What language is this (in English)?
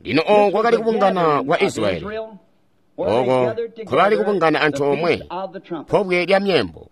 Tonga (Zambia)